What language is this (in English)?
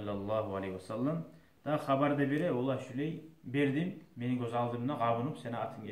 Kumyk